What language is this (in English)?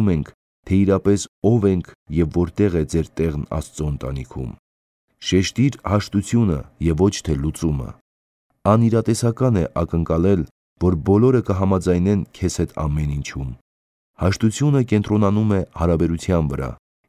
Armenian